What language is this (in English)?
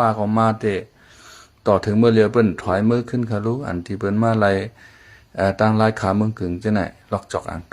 Shan